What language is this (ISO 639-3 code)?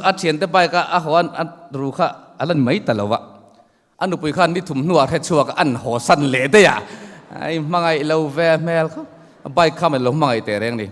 lus